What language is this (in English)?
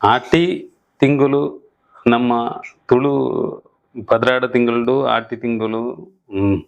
Tulu